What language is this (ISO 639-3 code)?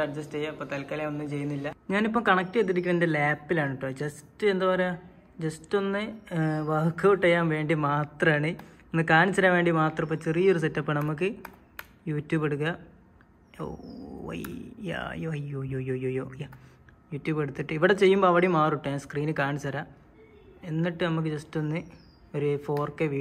mal